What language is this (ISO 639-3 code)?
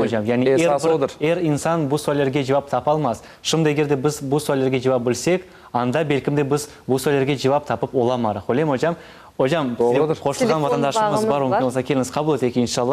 crh